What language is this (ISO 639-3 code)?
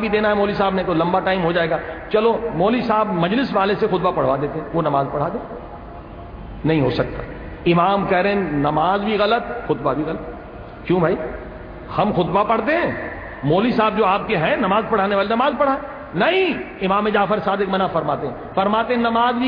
urd